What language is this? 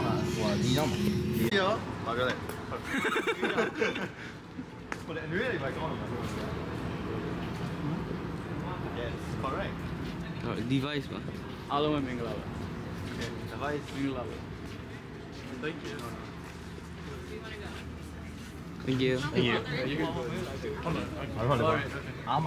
Burmese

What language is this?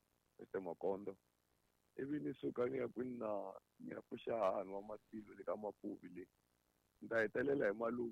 Tsonga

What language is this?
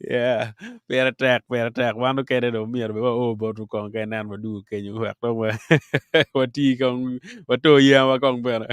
Acoli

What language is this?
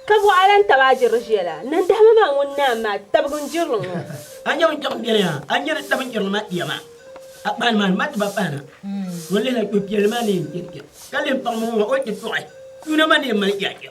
Dagbani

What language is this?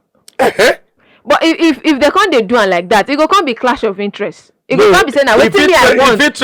Nigerian Pidgin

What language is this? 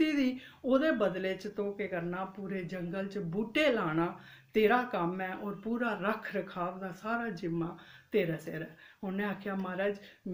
Dogri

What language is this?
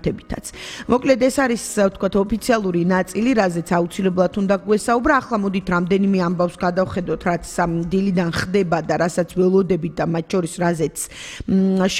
Georgian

